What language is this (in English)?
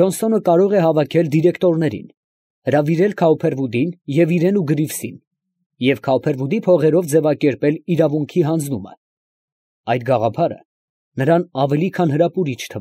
Armenian